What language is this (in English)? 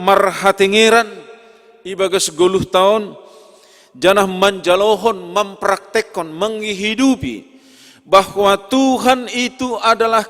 Batak Simalungun